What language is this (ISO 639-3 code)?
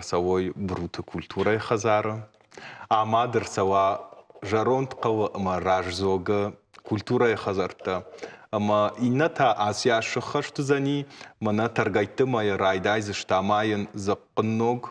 oss